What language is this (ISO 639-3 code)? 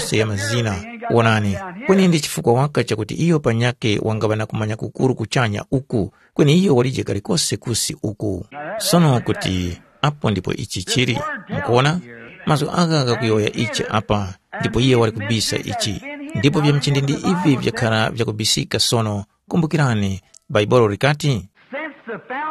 tum